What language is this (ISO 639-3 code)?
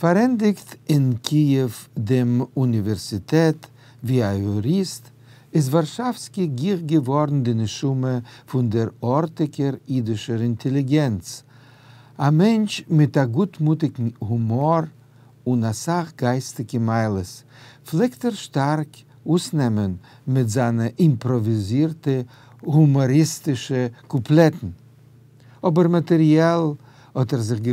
yid